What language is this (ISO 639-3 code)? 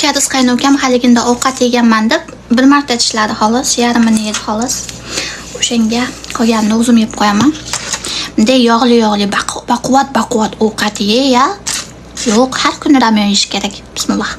uzb